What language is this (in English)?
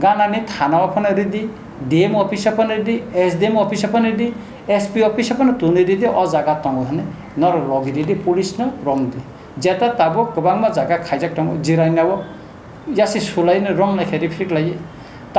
Kok Borok